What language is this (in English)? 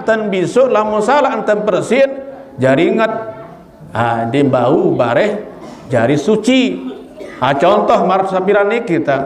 Sasak